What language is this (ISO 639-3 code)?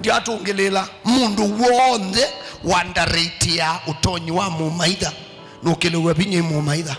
kam